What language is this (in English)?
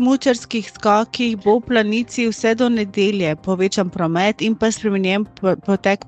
Slovenian